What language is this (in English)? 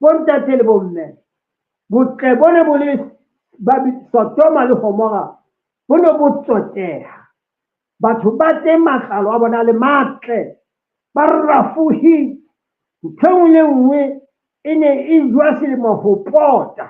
Southern Sotho